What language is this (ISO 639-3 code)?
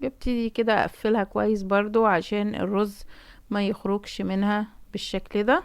arz